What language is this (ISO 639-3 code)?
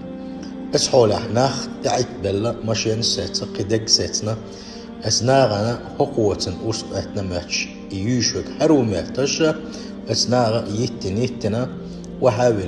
che